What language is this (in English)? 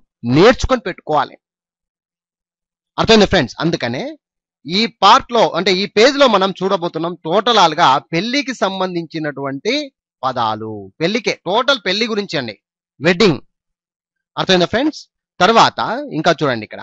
Telugu